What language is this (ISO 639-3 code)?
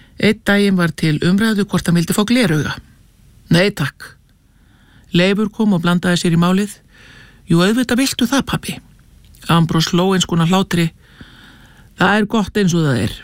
isl